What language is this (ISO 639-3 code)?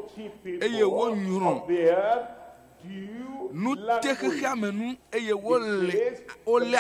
ewe